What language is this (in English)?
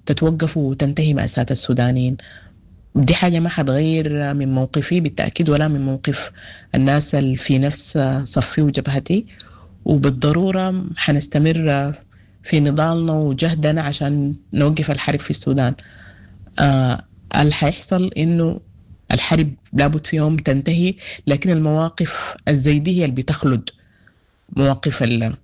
Sudanese Arabic